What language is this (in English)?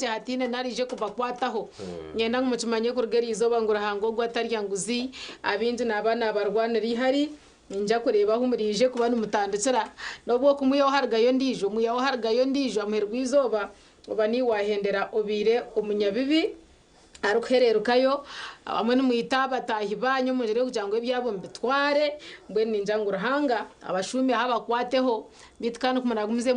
Nyankole